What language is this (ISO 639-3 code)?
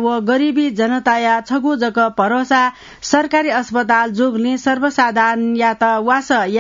new